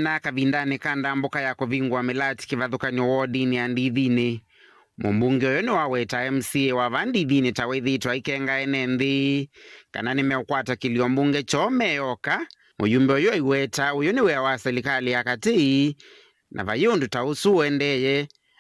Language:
Kamba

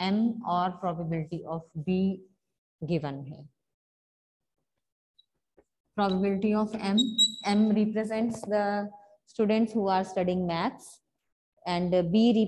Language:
Hindi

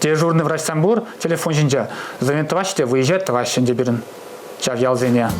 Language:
Chuvash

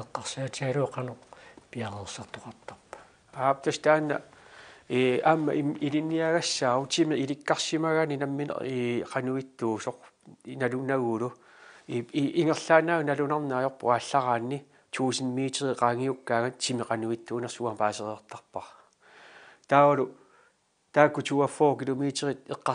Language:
Kalaallisut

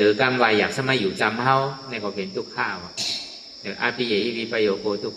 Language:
Shan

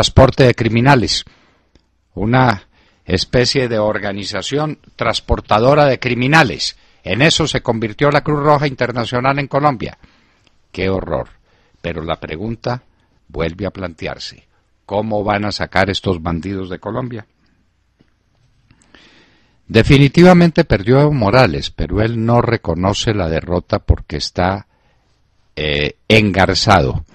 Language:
Spanish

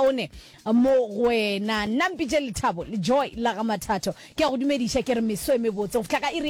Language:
Northern Sotho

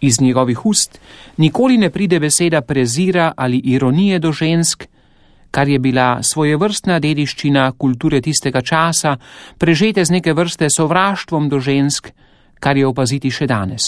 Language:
Slovenian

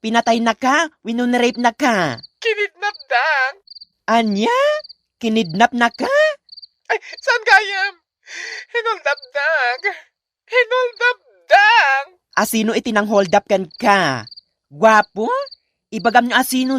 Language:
Iloko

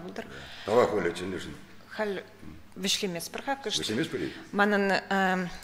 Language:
Chuvash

